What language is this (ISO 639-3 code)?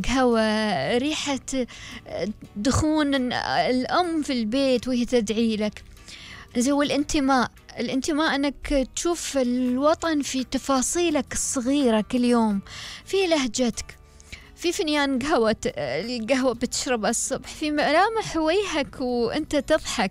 afb